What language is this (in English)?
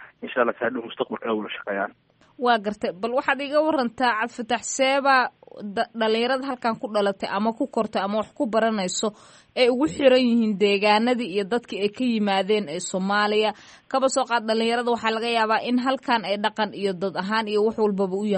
Somali